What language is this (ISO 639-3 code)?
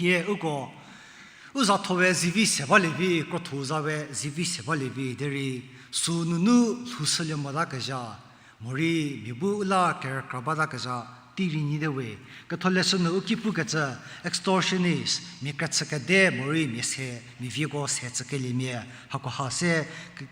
njm